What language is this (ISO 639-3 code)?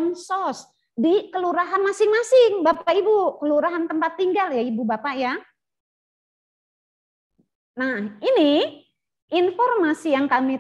ind